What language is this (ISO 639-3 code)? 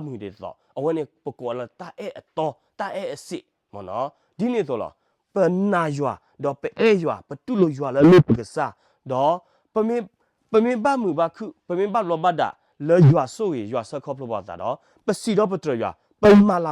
ksw